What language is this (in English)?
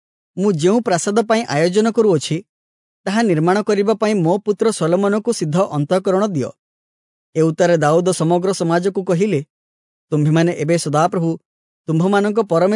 Odia